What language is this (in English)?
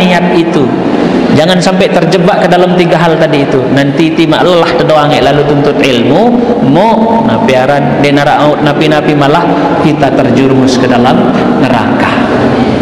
Sasak